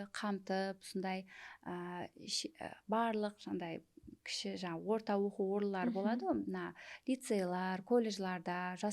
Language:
Kara-Kalpak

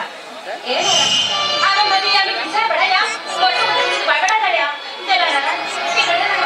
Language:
Santali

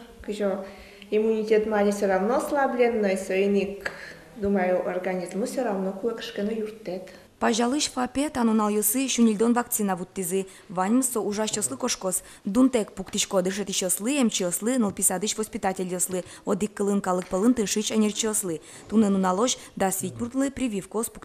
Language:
Udmurt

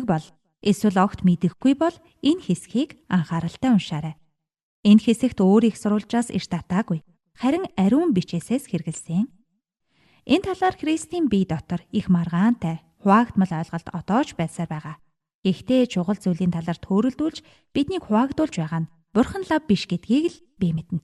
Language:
Mongolian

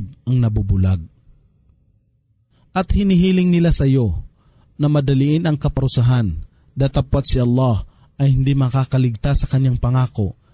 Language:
Filipino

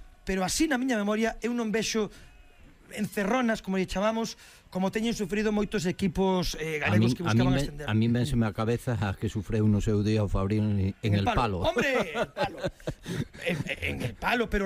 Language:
Galician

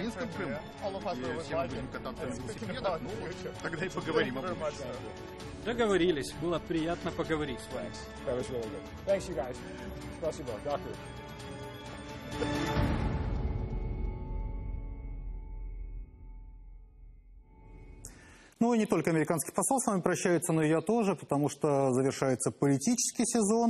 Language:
Russian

